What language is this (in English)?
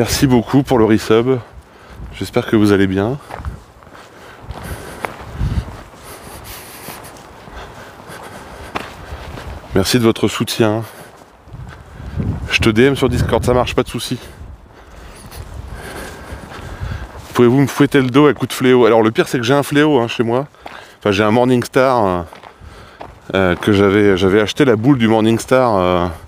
French